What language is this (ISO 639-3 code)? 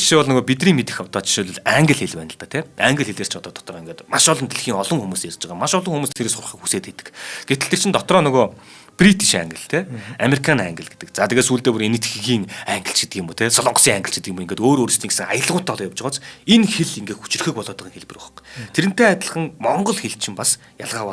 mon